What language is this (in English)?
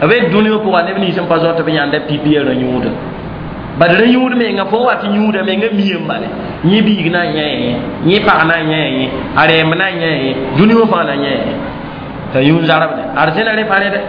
Mossi